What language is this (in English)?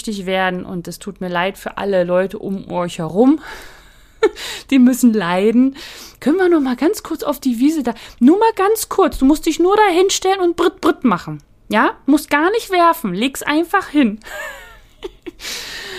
German